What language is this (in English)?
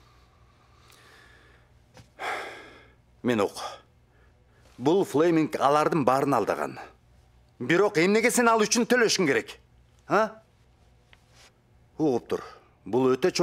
Kyrgyz